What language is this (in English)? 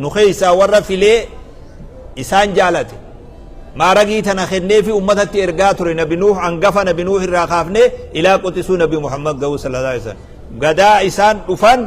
Oromo